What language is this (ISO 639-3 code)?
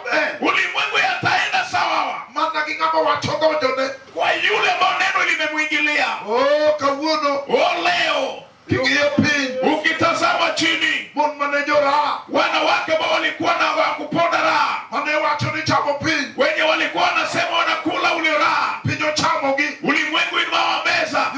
luo